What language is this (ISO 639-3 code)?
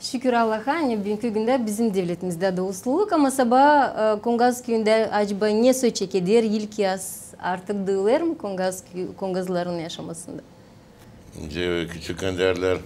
gag